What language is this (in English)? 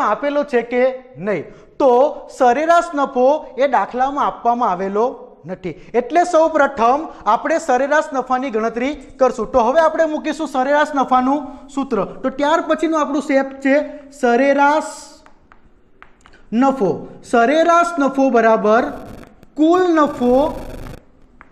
Gujarati